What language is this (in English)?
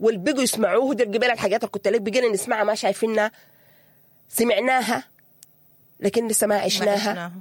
Sudanese Arabic